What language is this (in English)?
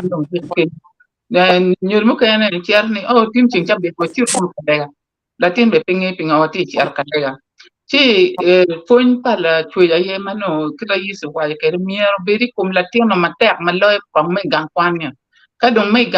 Acoli